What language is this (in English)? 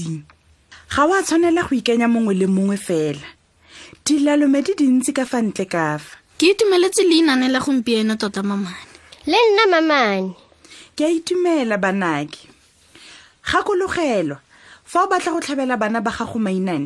Tswana